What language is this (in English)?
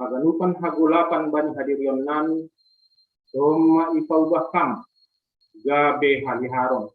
Batak Simalungun